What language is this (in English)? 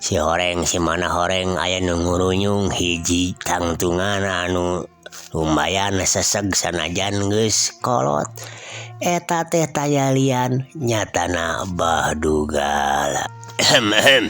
Sundanese